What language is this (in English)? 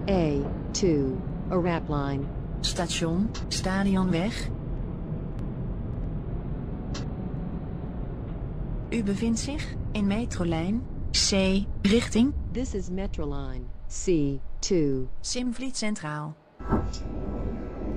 Dutch